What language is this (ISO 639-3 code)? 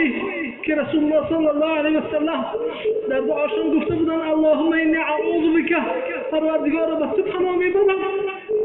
tgk